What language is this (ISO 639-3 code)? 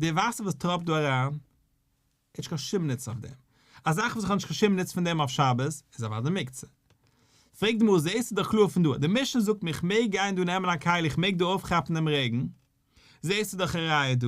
yid